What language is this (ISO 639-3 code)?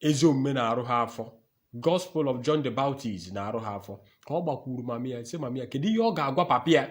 ibo